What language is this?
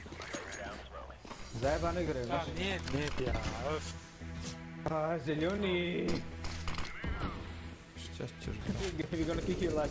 Croatian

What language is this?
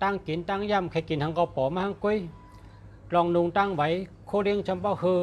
Shan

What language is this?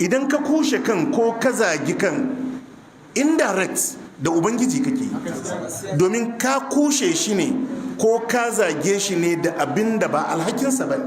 Hausa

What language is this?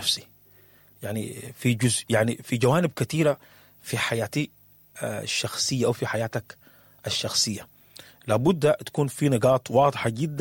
Sudanese Arabic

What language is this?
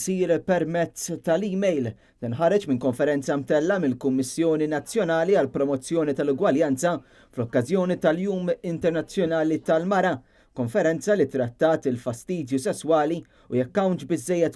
Maltese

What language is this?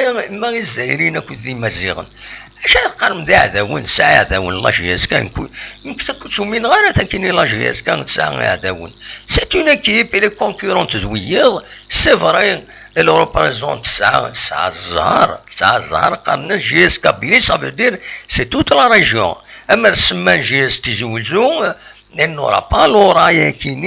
Kabyle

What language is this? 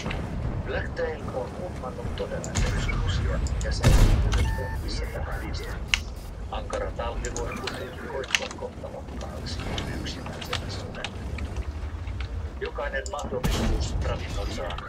Finnish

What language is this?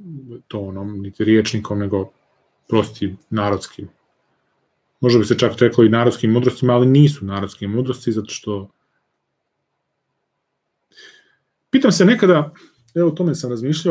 Serbian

